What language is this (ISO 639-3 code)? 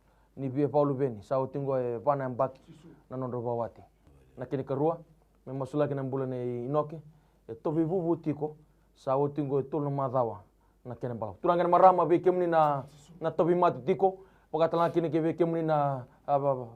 fij